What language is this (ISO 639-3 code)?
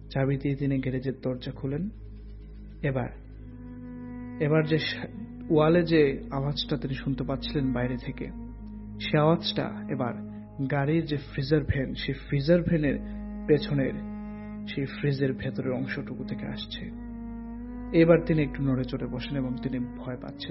ben